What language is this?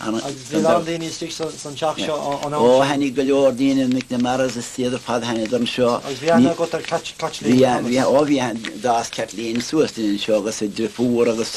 Irish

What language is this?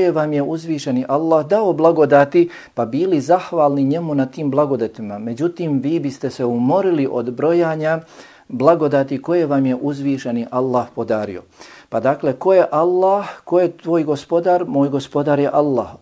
Bosnian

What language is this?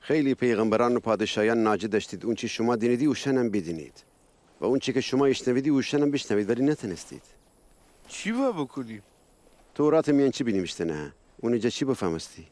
Gilaki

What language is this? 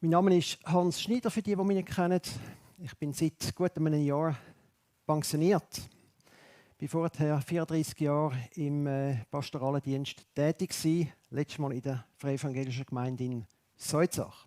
Swiss German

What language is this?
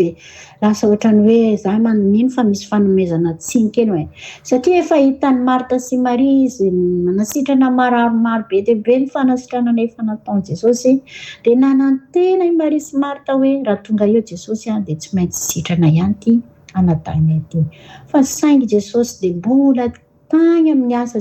Malagasy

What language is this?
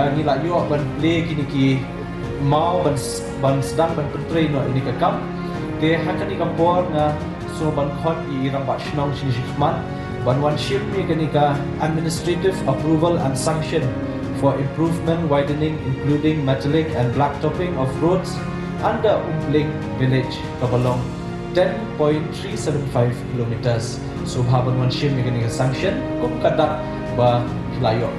Khasi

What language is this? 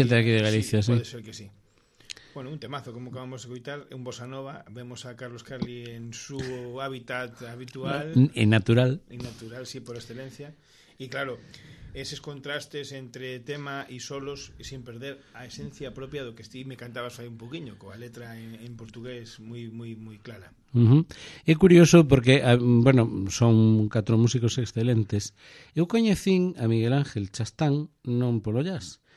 Galician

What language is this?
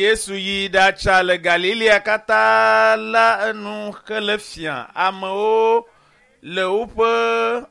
Ewe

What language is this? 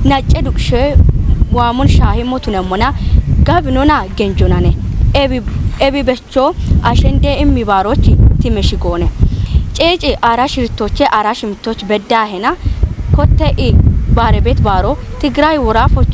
Kafa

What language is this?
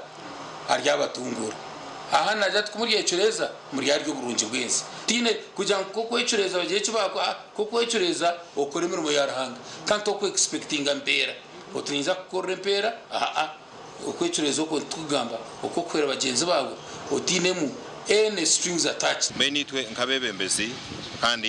Nyankole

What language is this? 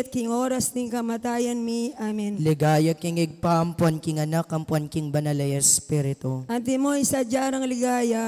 Pampanga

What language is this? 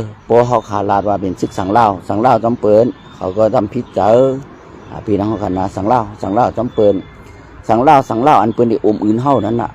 Shan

